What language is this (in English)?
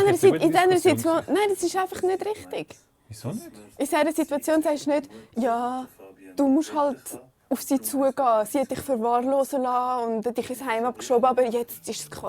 Swiss German